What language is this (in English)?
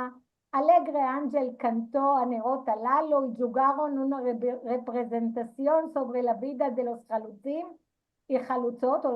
Ladino